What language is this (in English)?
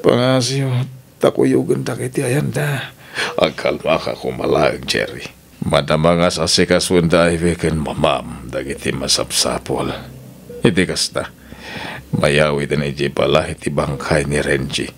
Iloko